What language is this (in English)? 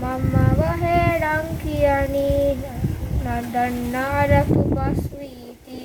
Divehi